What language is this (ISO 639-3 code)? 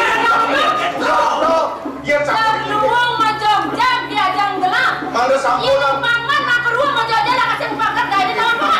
ban